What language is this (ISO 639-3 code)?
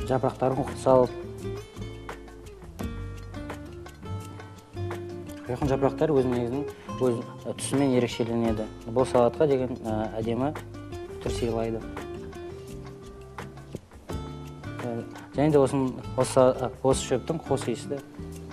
kaz